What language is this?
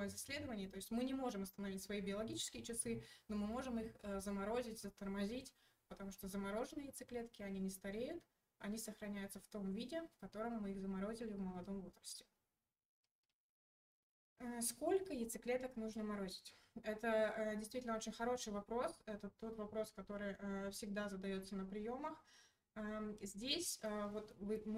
Russian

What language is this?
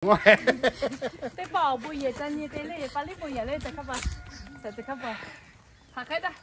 Lahu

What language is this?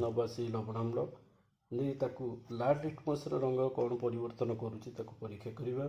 Odia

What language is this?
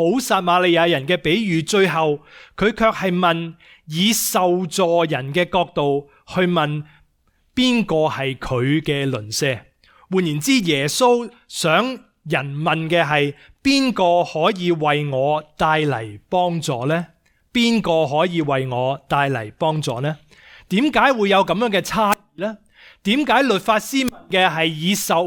Cantonese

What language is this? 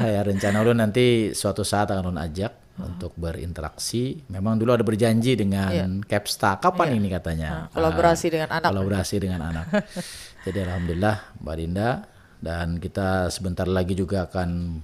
Banjar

